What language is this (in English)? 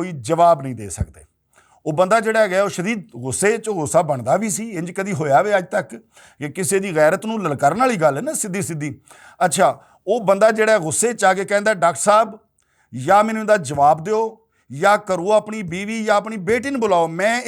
Western Panjabi